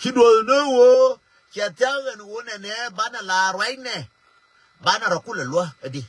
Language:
Nuer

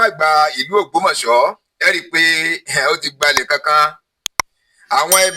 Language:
Yoruba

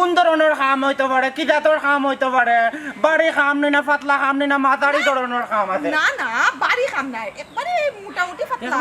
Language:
Sylheti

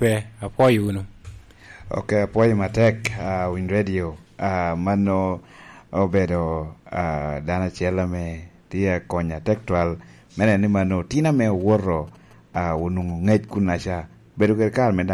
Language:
Lango (Uganda)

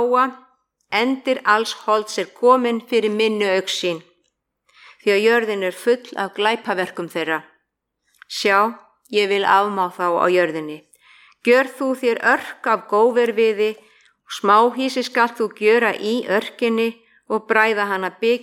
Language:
Icelandic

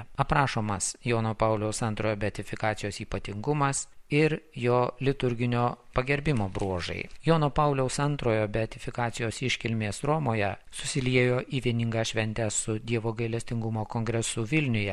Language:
Lithuanian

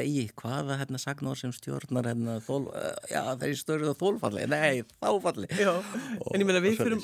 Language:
Icelandic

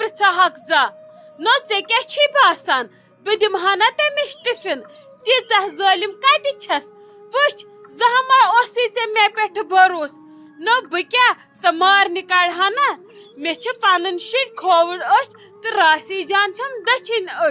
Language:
Kashmiri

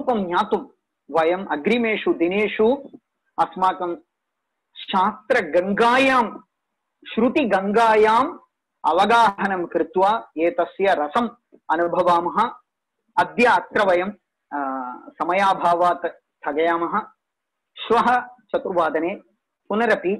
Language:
Sanskrit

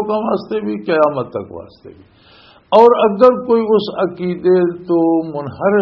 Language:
Western Panjabi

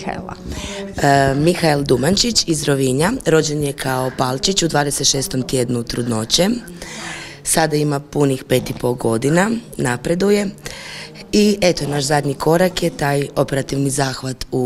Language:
Croatian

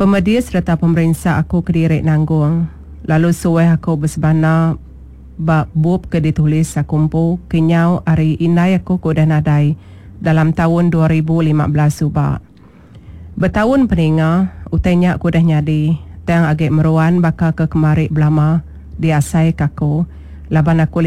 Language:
Iban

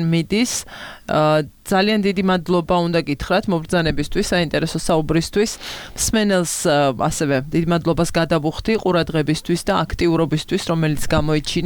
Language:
Georgian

